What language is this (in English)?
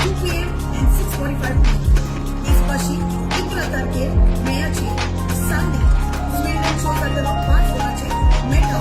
Konkani